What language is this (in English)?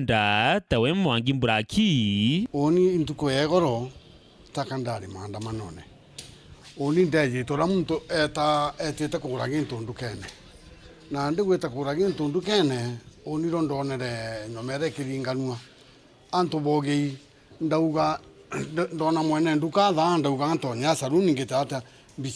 Meru